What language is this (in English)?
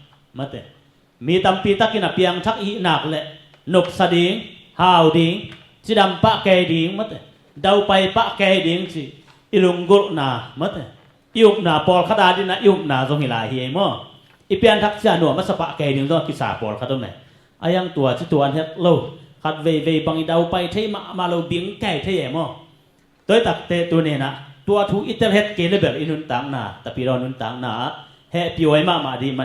Tedim Chin